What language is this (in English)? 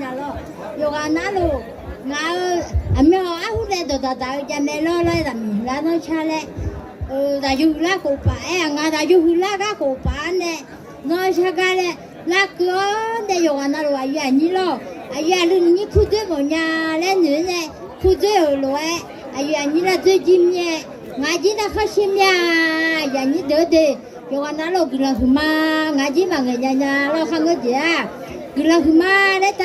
Akha